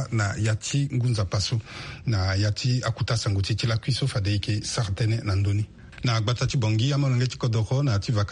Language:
Sango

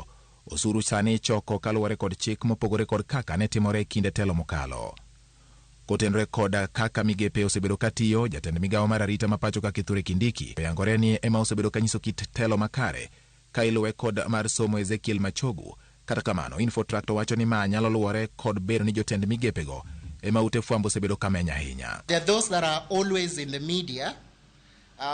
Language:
Luo (Kenya and Tanzania)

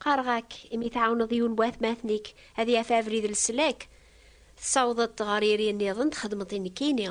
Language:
Kabyle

